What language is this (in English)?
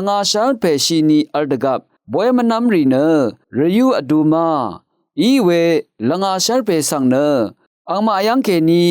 Rawang